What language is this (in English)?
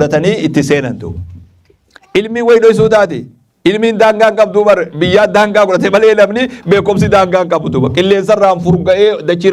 Oromo